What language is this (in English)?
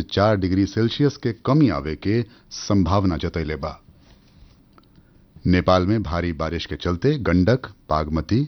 Bhojpuri